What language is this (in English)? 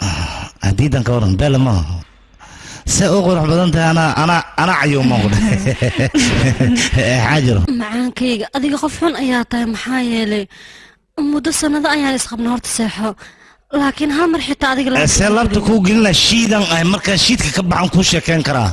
Somali